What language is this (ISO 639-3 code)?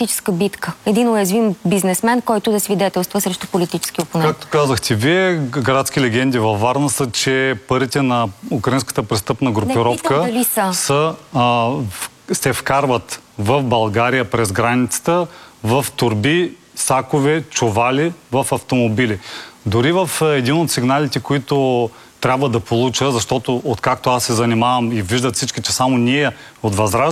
bul